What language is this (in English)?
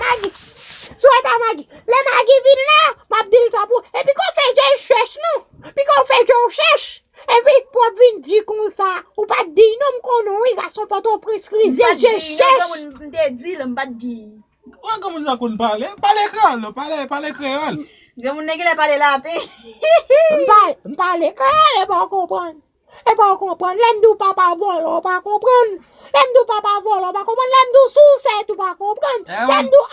Haitian Creole